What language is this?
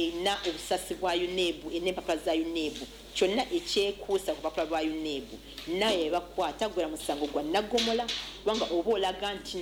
Ganda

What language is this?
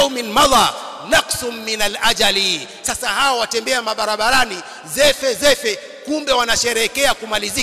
Swahili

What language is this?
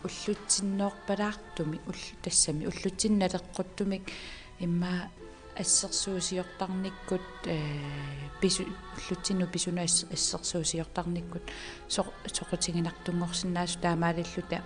Kalaallisut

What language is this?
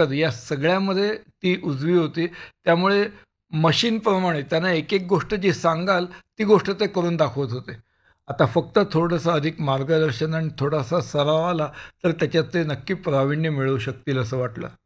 Marathi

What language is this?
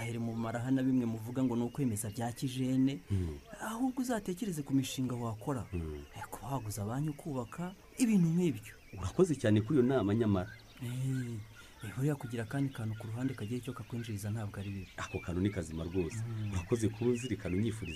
Kinyarwanda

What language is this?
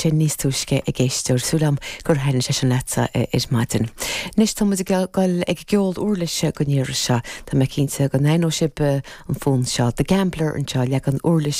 Irish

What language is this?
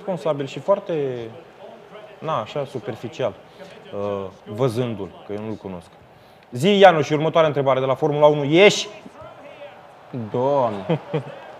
Romanian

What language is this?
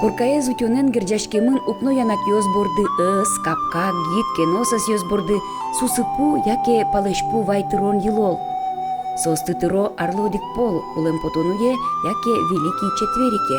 Udmurt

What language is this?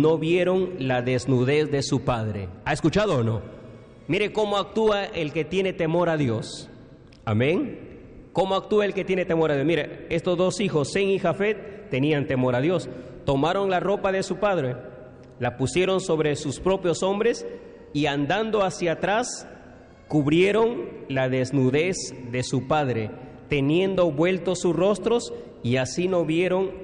Spanish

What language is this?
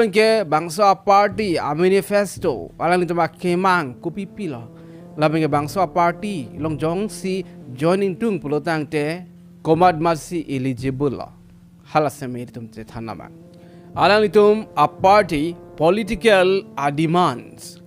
Karbi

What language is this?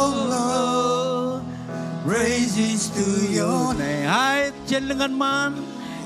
Marshallese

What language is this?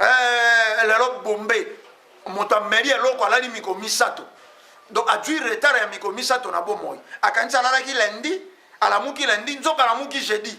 Lingala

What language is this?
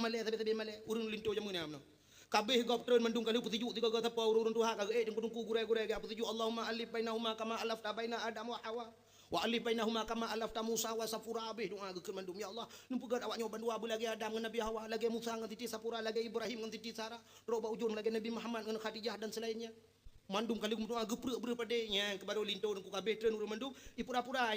Achinese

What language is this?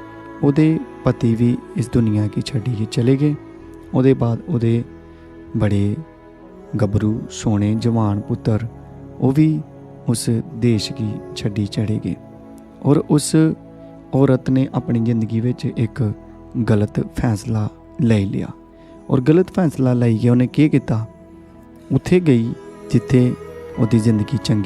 Dogri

